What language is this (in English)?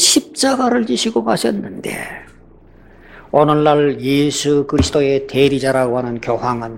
Korean